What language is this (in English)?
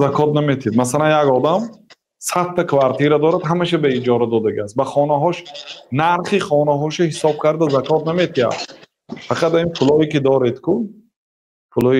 Tajik